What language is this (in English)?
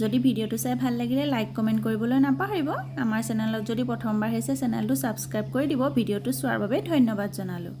Assamese